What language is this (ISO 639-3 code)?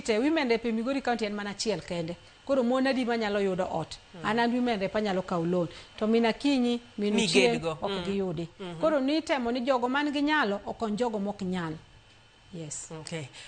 luo